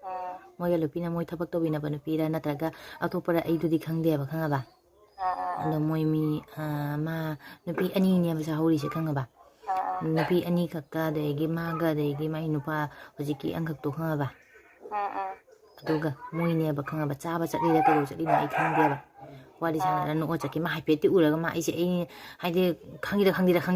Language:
Manipuri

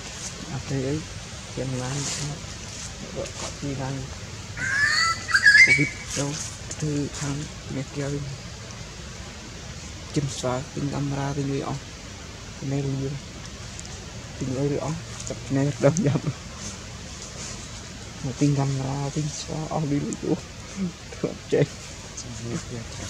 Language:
Vietnamese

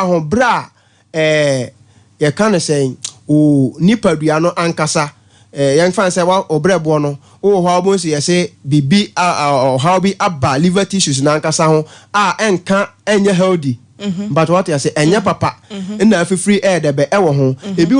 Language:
Akan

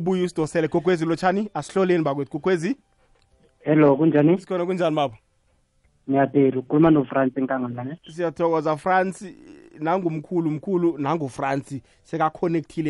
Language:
South Ndebele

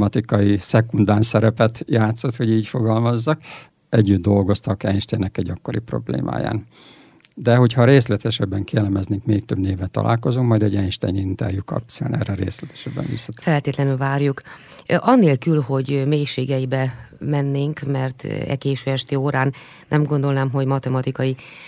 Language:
Hungarian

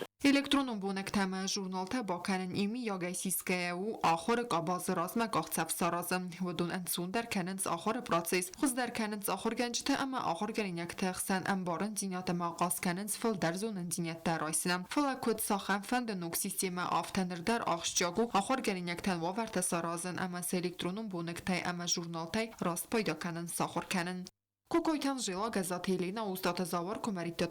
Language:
Ossetic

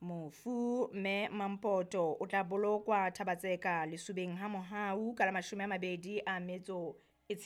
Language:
Southern Sotho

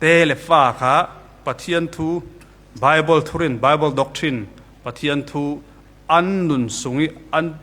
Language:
Falam Chin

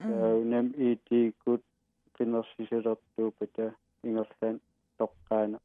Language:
Kalaallisut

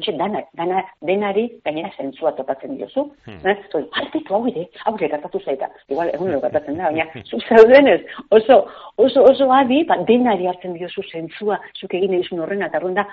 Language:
Basque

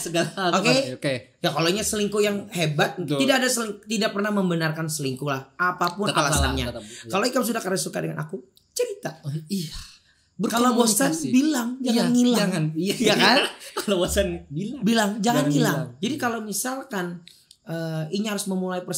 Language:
Banjar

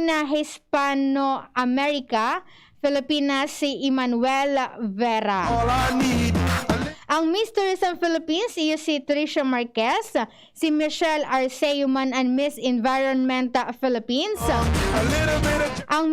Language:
Bikol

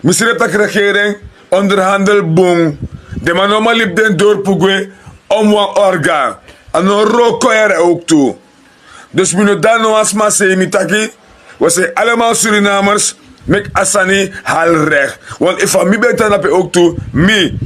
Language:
Sranan Tongo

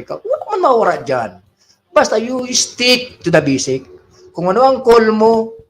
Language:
Bikol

